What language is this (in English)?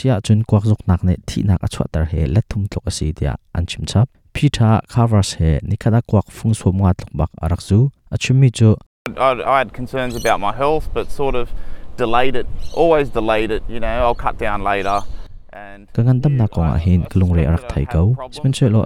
Hakha Chin